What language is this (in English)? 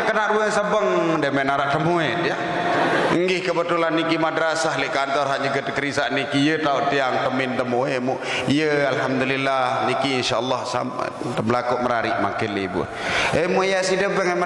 Sasak